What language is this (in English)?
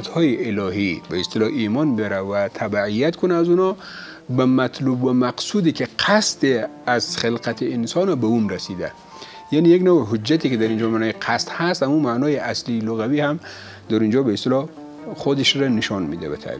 Persian